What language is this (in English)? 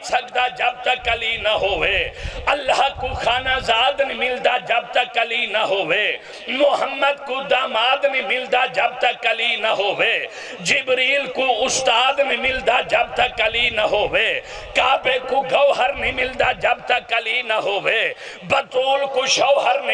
Urdu